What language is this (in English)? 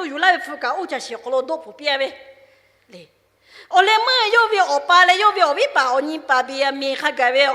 Lahu